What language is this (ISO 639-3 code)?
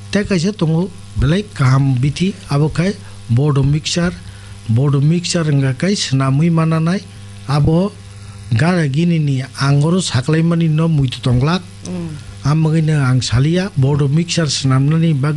trp